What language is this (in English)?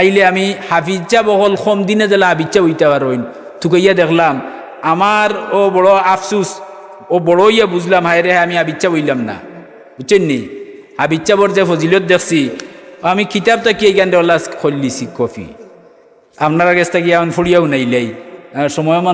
Sylheti